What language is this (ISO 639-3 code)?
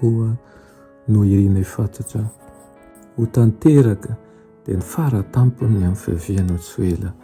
mlg